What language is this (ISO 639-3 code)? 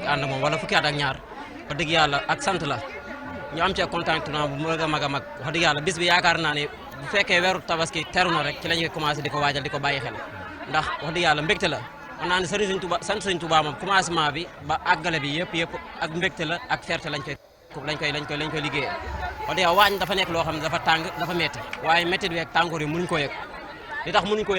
wol